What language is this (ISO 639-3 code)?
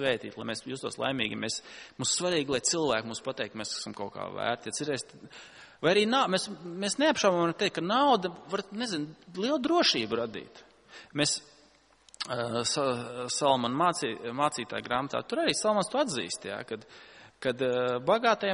lav